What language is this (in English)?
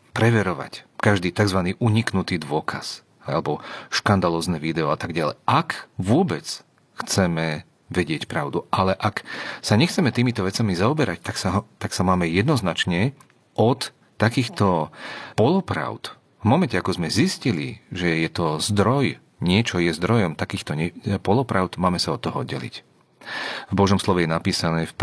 Slovak